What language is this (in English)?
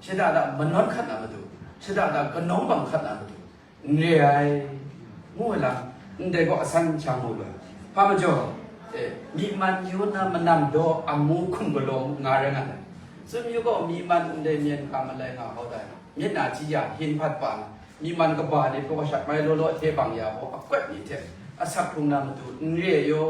Kachin